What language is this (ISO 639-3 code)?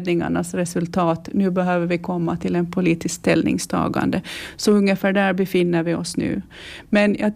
swe